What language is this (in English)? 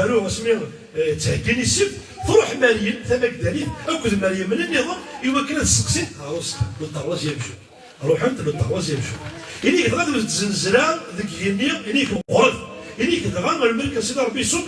Kabyle